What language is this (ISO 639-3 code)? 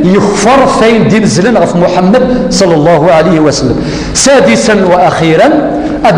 kab